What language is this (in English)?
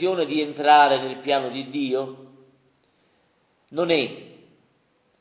Italian